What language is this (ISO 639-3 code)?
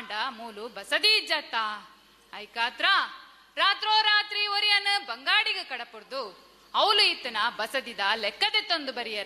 tcy